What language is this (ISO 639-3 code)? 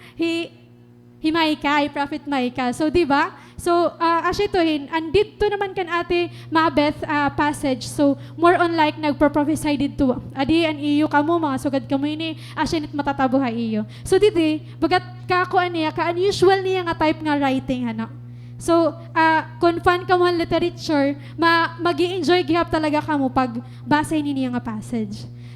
war